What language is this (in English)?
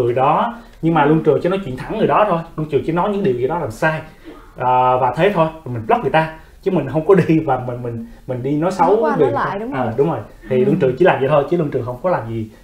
Vietnamese